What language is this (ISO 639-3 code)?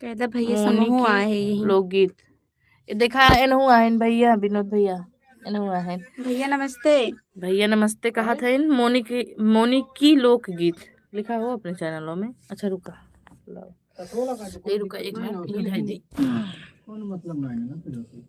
awa